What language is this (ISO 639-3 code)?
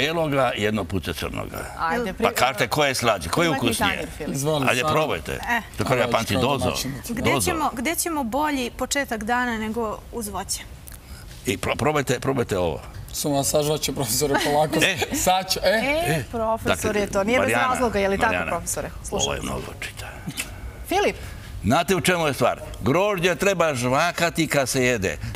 srp